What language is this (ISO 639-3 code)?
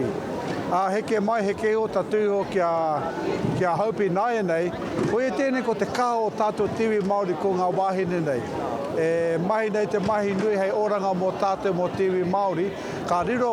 mri